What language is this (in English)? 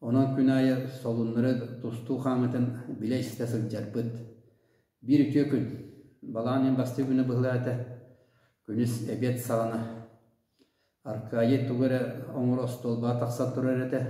Yakut